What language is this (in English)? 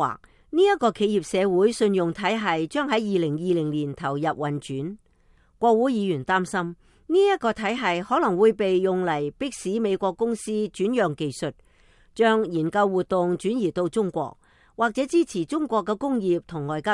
Cantonese